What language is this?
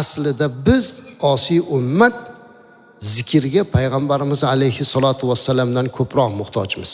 Uzbek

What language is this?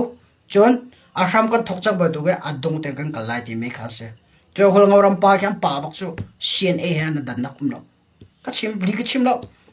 Hakha Chin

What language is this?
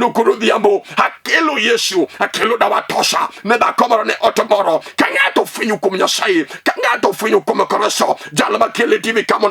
Luo (Kenya and Tanzania)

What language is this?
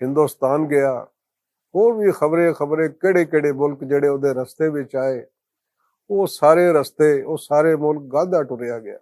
Western Panjabi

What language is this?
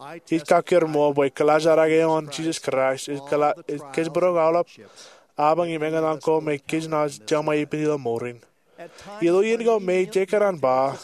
Marshallese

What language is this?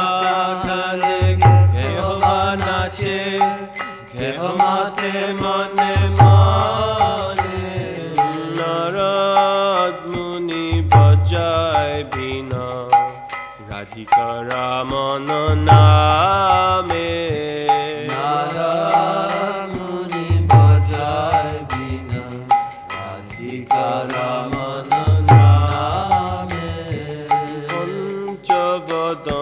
Bangla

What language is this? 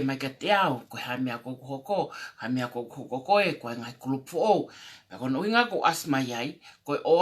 Tongan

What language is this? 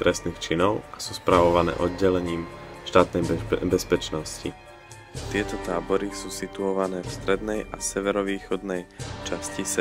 Slovak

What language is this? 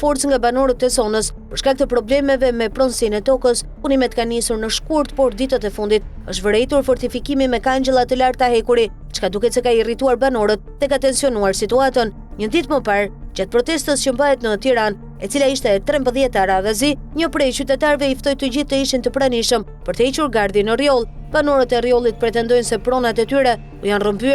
Albanian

